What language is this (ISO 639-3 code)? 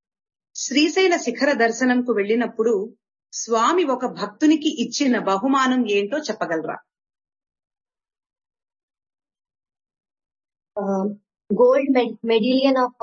tel